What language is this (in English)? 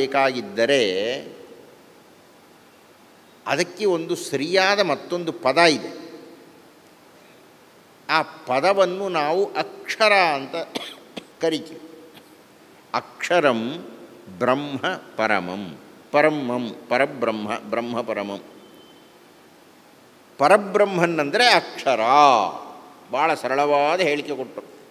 Kannada